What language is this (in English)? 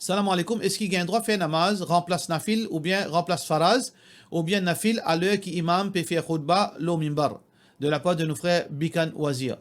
Morisyen